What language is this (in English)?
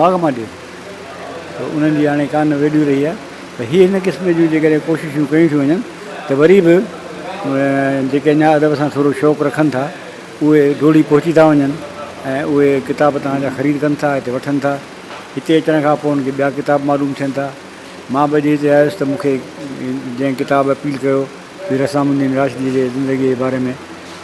Sindhi